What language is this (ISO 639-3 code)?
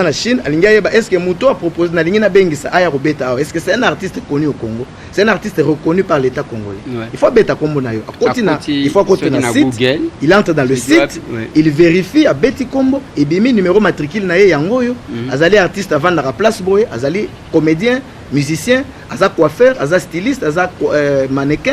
lin